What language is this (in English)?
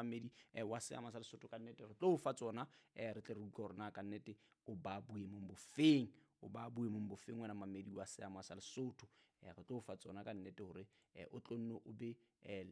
Southern Sotho